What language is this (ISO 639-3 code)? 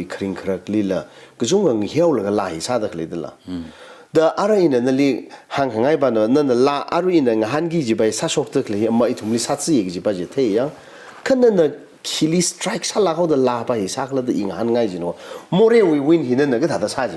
nmf